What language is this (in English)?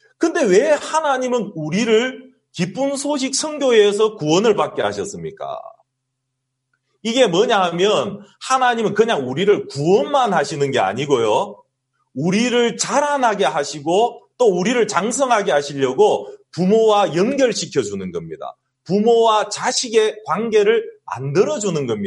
Korean